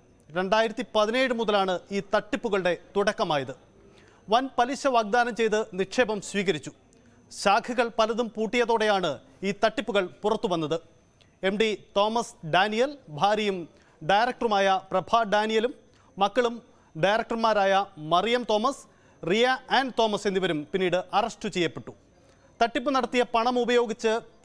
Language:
Malayalam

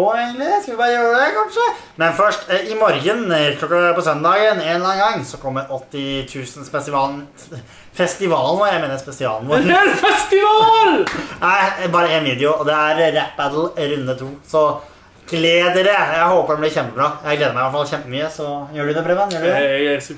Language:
Norwegian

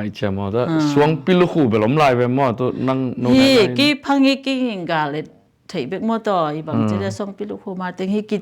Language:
Tedim Chin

